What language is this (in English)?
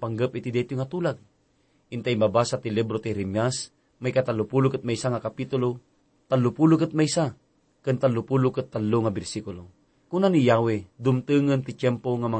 Iloko